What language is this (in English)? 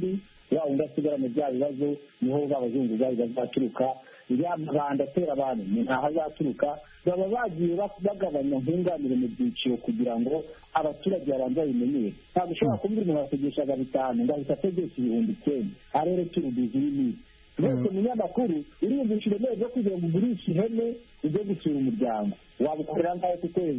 Kinyarwanda